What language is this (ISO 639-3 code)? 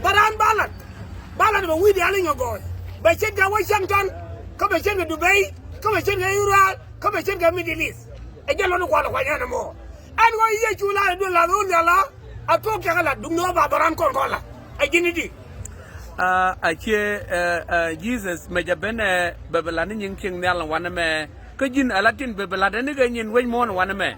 nus